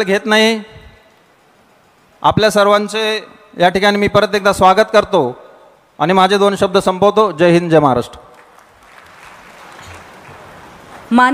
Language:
Marathi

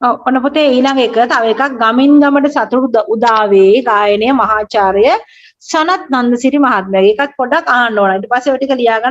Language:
Sinhala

